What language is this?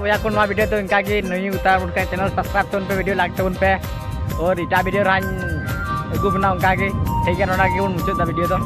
Santali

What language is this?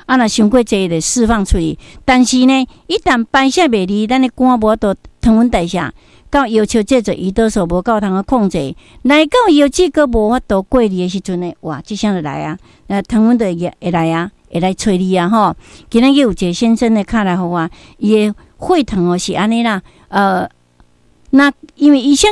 Min Nan Chinese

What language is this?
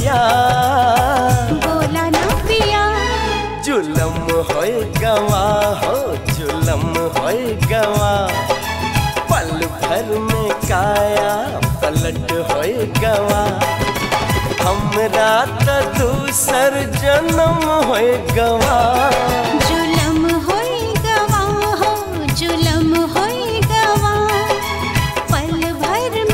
Bhojpuri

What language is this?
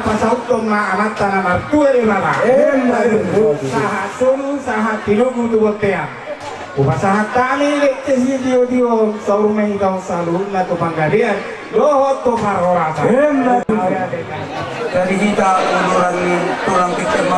Batak Toba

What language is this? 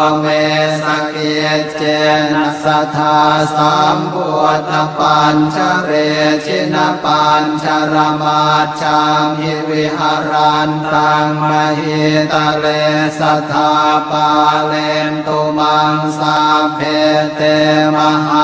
Pali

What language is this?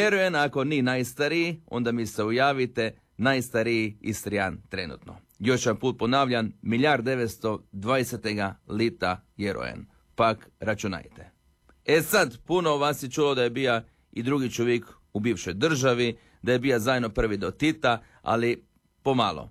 Croatian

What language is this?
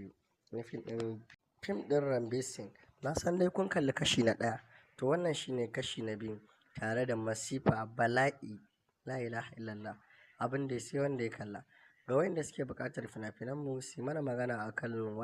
Hausa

